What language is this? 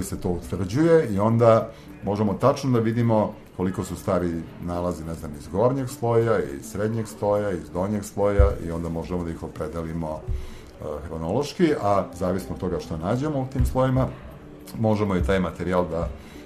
Serbian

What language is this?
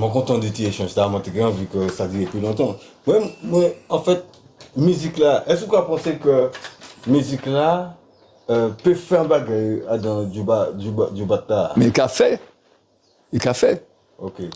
Guadeloupean Creole French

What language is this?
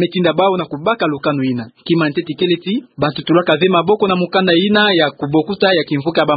Kituba (Democratic Republic of Congo)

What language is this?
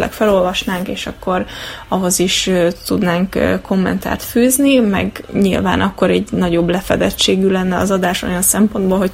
Hungarian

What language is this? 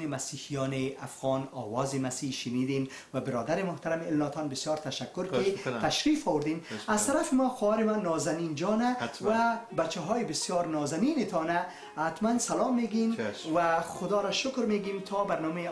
Persian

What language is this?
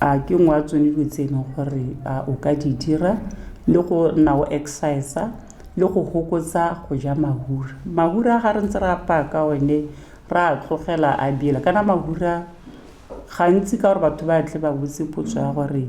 Tswana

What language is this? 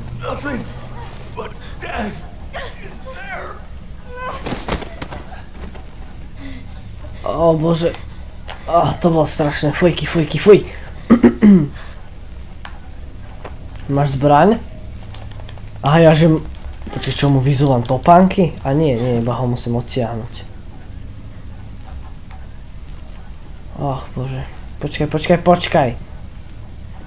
Slovak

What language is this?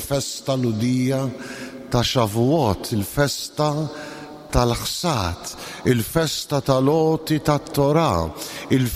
Maltese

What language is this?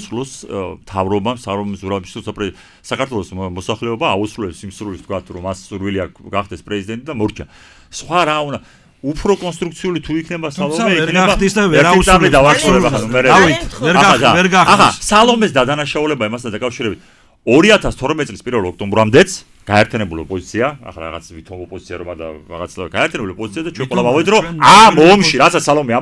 Georgian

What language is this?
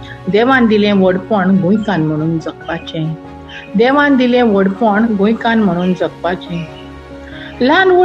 Konkani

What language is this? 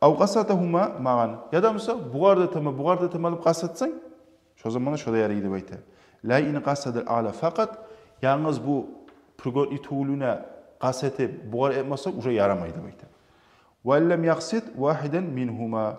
Kumyk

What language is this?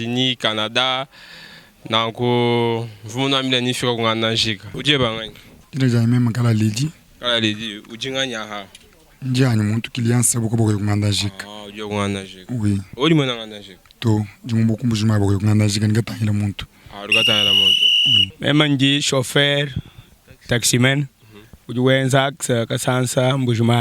Luba-Lulua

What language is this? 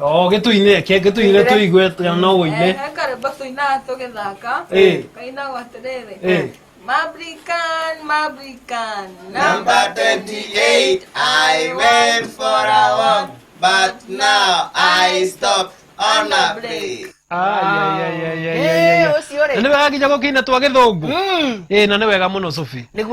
Kikuyu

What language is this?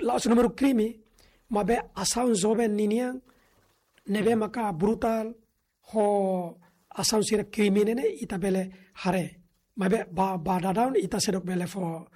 Tetum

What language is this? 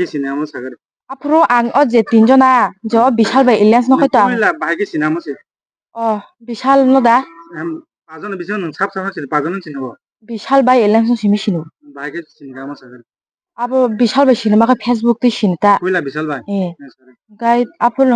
Kok Borok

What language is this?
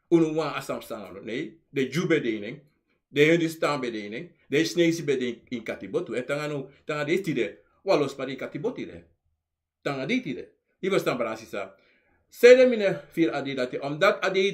Sranan Tongo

